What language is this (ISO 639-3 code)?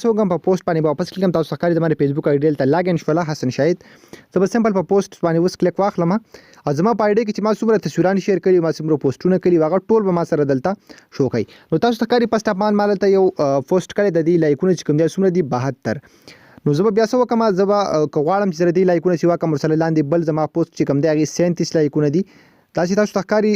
pus